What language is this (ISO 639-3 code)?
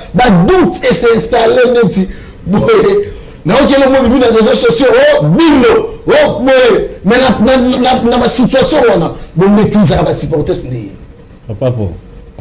lin